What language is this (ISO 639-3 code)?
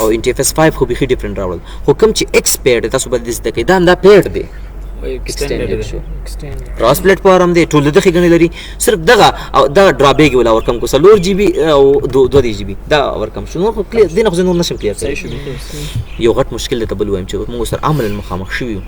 pus